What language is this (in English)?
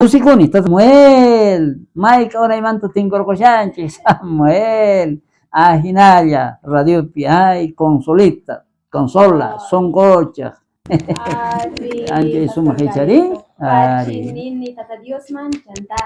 South Bolivian Quechua